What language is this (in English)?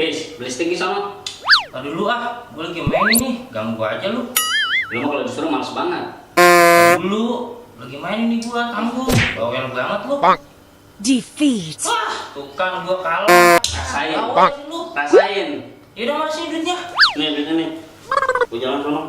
Betawi